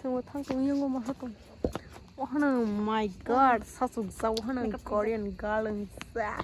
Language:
Kok Borok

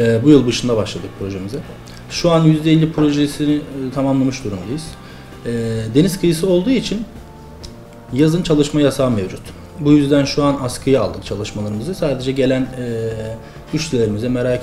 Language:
Turkish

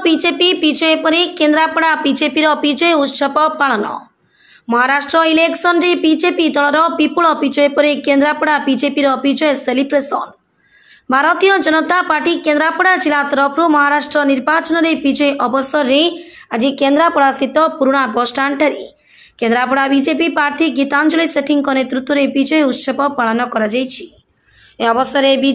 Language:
Odia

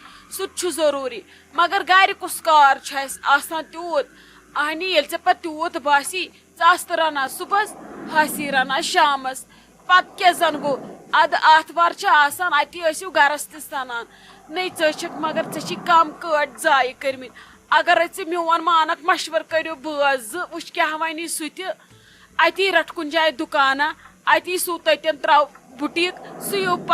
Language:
Kashmiri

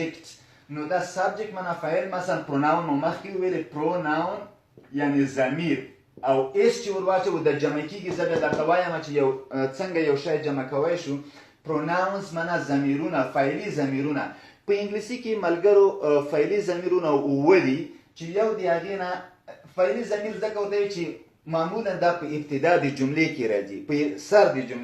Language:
Pashto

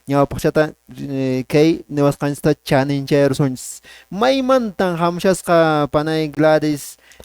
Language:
Quechua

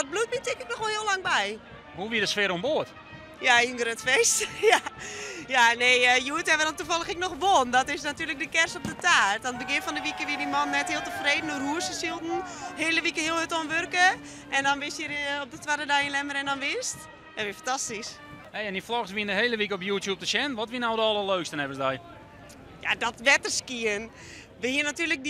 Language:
Western Frisian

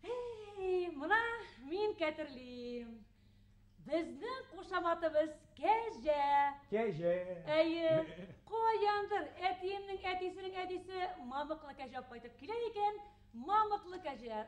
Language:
Bashkir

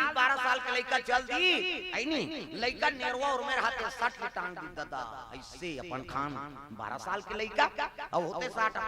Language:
Chhattisgarhi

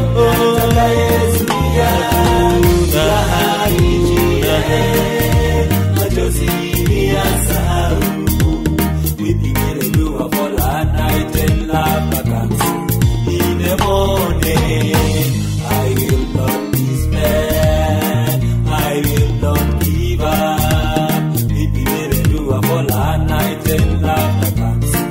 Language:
Swahili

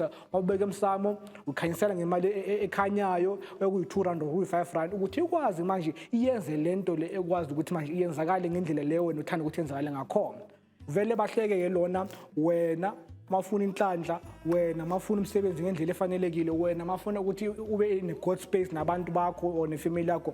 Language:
Zulu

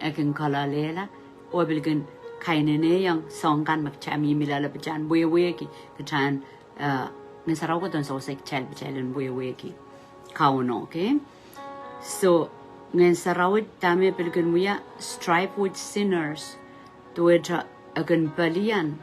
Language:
Pohnpeian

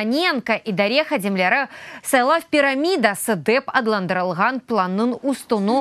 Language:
Crimean Tatar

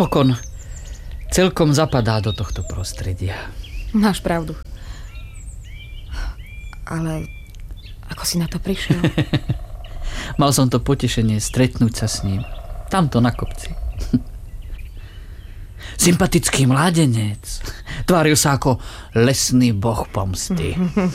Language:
Slovak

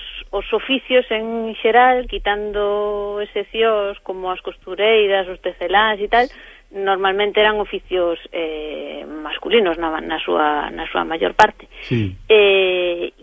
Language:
Galician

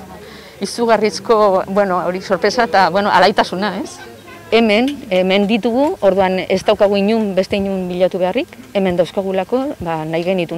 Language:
Basque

